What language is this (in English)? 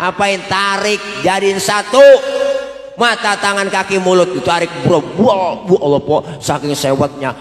Betawi